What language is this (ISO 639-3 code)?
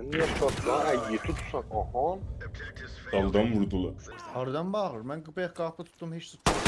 azb